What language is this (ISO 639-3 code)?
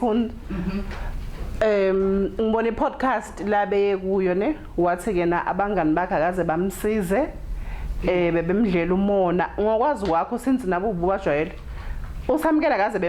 zul